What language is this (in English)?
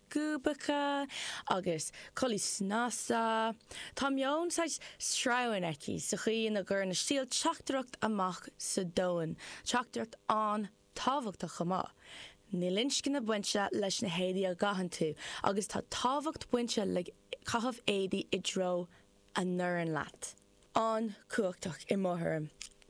Irish